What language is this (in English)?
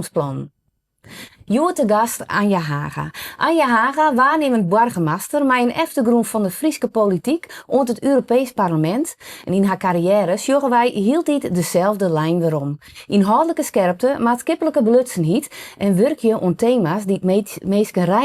Western Frisian